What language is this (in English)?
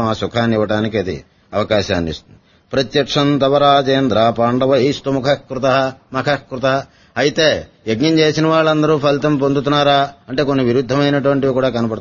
Telugu